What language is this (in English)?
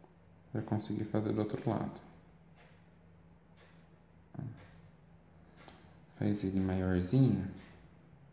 Portuguese